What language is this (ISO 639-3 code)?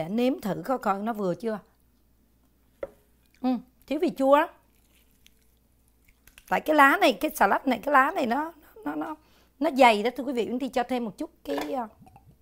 vie